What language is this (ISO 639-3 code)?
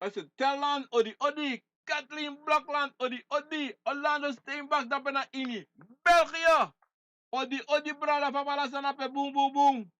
srn